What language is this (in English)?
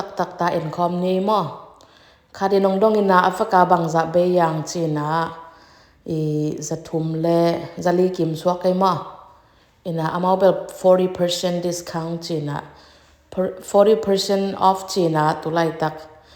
Tedim Chin